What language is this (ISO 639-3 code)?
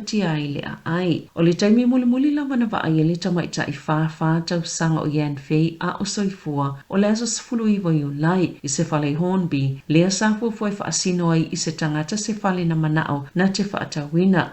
smo